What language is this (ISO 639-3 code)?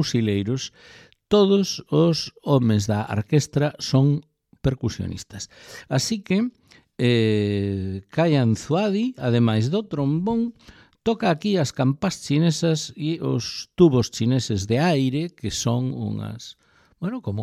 glg